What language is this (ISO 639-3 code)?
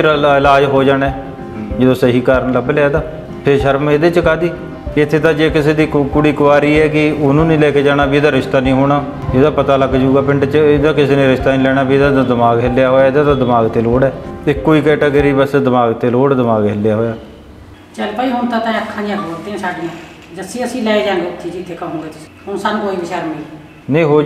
pan